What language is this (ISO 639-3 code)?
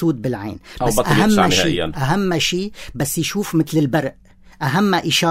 apc